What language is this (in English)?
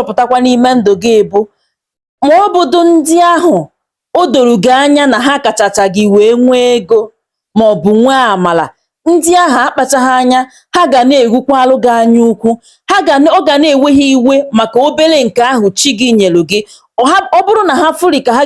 Igbo